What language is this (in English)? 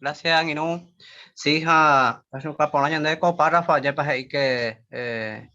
Guarani